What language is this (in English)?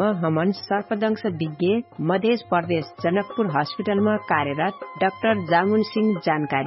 Dangaura Tharu